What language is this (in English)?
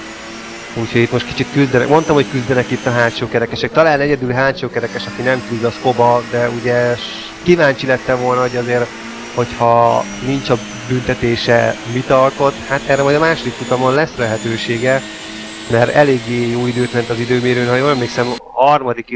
Hungarian